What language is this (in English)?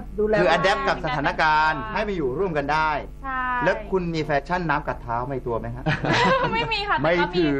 Thai